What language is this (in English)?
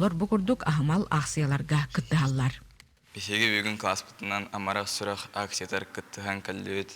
Yakut